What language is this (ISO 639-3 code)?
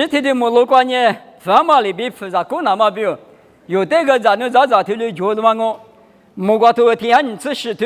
lis